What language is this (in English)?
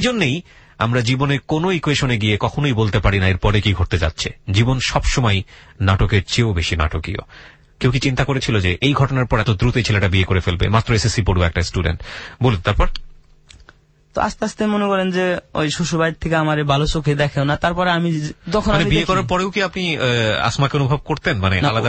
Bangla